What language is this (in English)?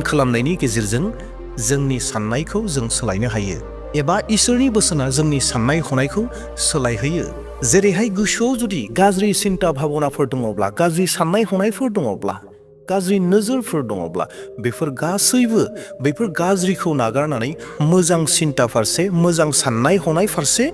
Bodo